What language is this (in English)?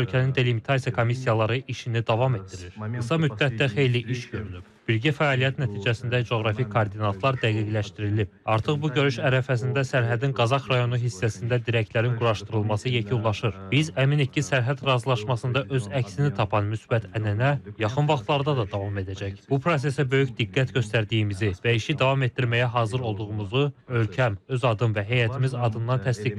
Azerbaijani